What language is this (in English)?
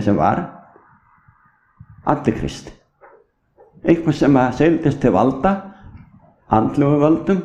Icelandic